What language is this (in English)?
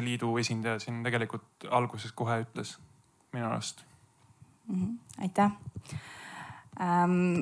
Estonian